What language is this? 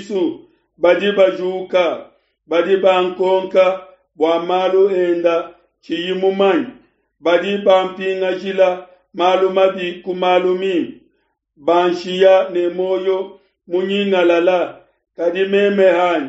Luba-Lulua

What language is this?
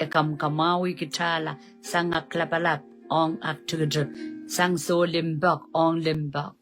Pohnpeian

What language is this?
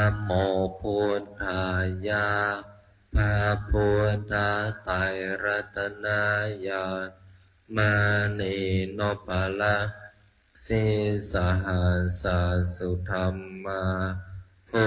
Pali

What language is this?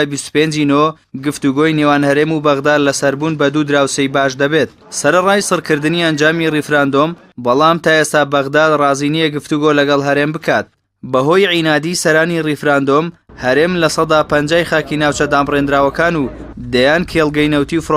Central Kurdish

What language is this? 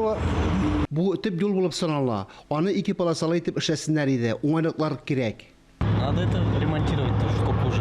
Tatar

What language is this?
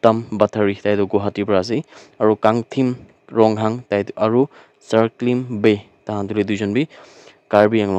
Naga Pidgin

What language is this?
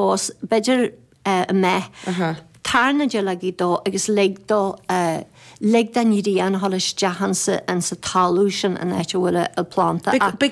Irish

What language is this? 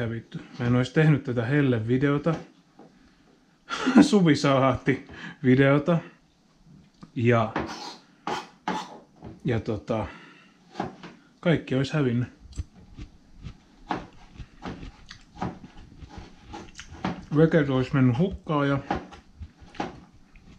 Finnish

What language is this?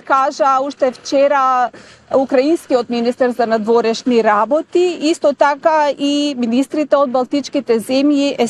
Macedonian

